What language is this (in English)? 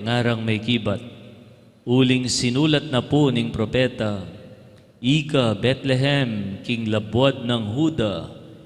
Pampanga